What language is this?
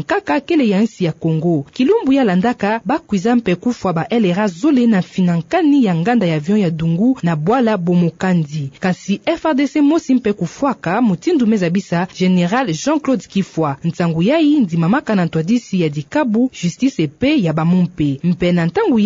Kituba (Democratic Republic of Congo)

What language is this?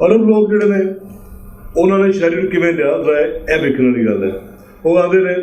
Western Panjabi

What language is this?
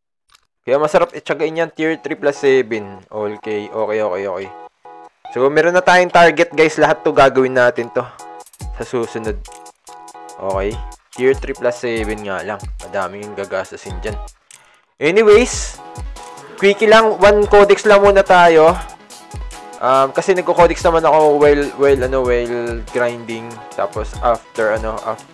Filipino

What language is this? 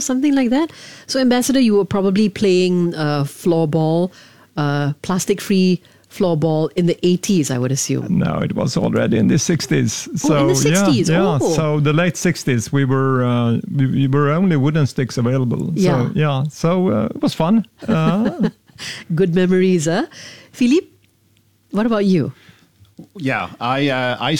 English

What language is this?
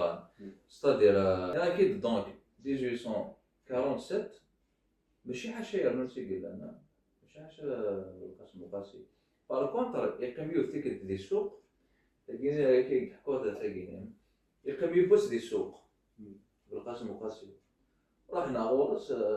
Kabyle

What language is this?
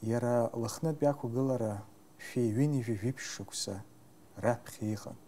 Abkhazian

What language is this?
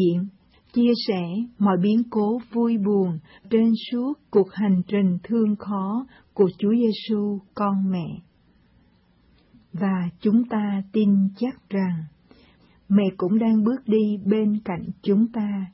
Vietnamese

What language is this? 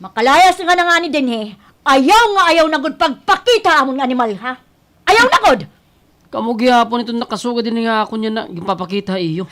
Waray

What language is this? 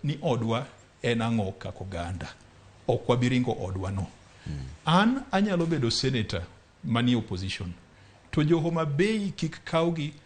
Luo (Kenya and Tanzania)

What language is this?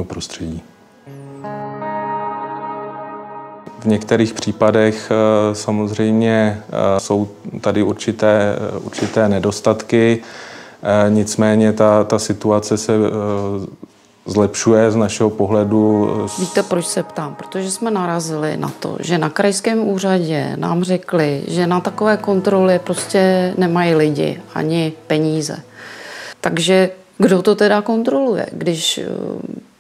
Czech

